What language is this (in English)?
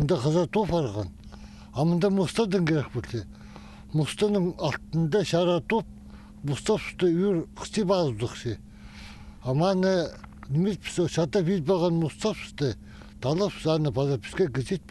Khakas